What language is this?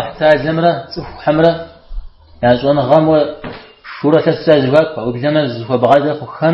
Kabardian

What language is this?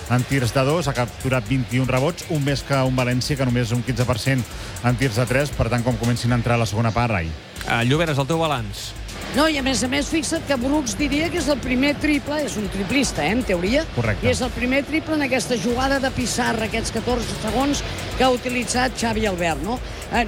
Catalan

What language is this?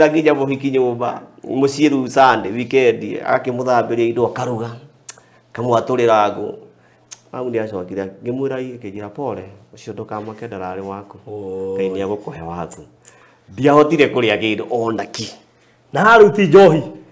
Kikuyu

